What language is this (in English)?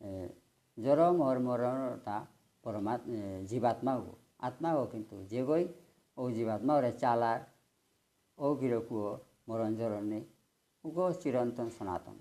Bishnupriya